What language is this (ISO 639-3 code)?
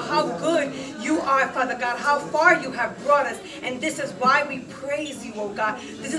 eng